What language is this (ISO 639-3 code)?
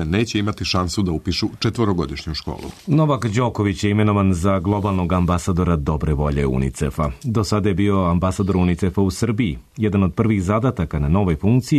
srp